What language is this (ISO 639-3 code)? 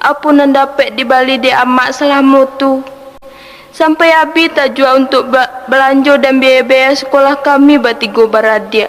min